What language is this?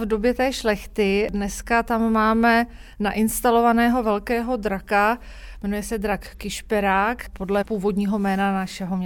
Czech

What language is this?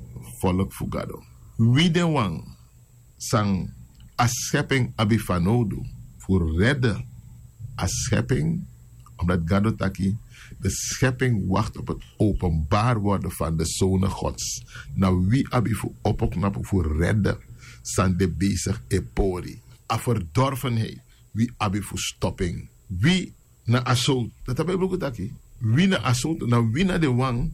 Sranan Tongo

